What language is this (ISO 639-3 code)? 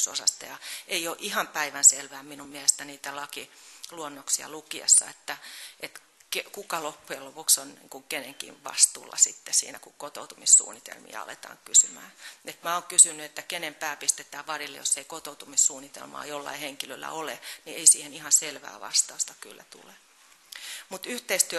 fin